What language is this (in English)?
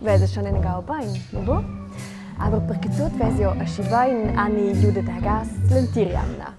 Romansh